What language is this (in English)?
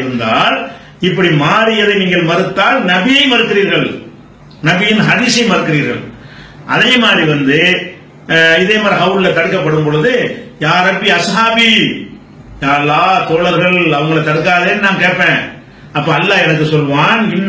Tamil